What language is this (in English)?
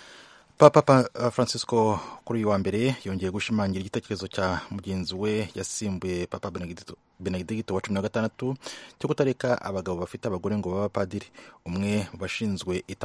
Kinyarwanda